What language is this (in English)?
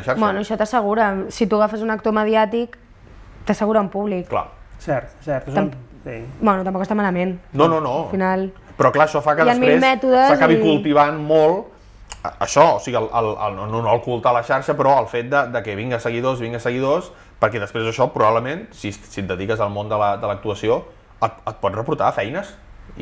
Catalan